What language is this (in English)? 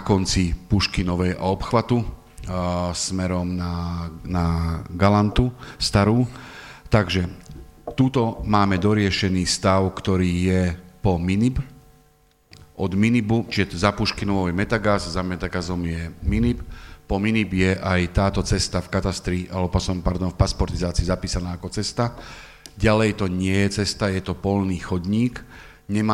Slovak